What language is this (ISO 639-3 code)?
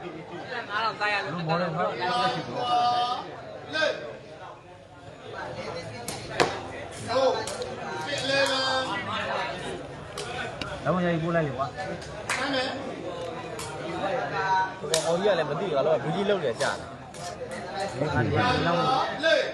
mya